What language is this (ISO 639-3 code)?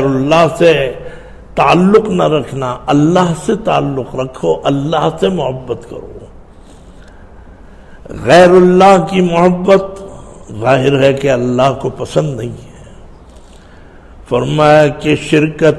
urd